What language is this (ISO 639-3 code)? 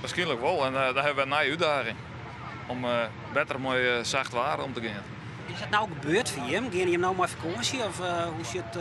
fry